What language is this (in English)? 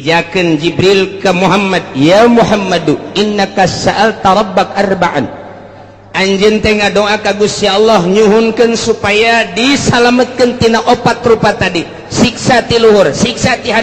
Sundanese